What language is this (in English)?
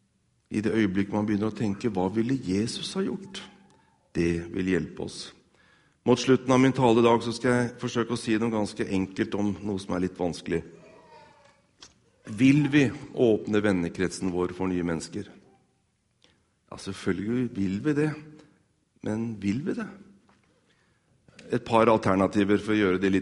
Norwegian